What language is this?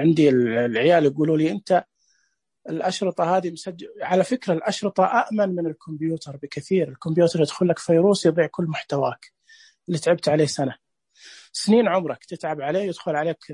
Najdi Arabic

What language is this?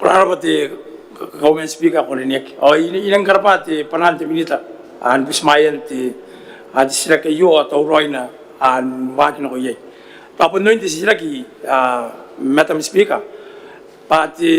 Gilbertese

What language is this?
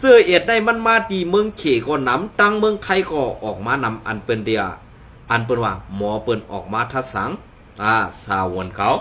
Shan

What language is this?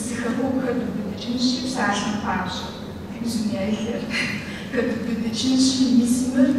Kabardian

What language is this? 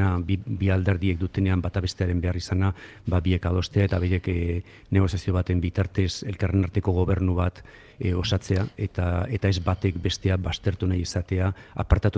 Basque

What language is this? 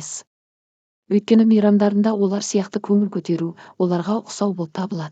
Kazakh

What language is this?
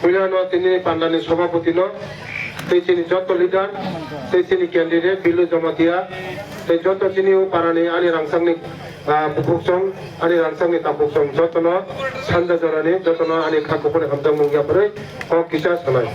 Kok Borok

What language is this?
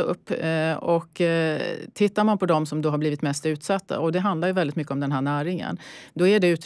Swedish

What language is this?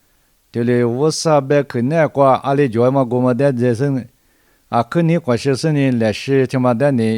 Lisu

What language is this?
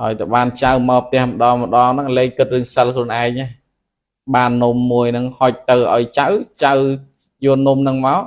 Khmer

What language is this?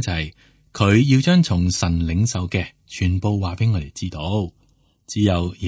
Cantonese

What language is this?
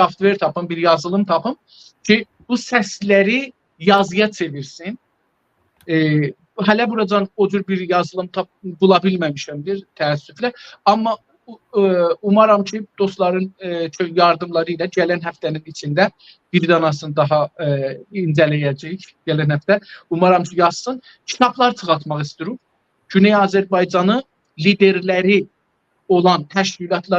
South Azerbaijani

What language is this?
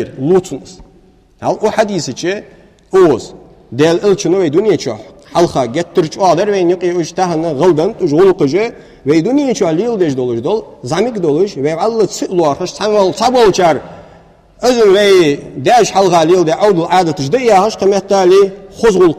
Ingush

